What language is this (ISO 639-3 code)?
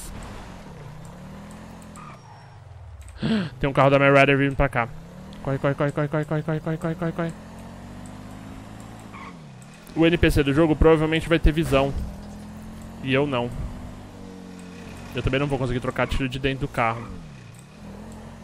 por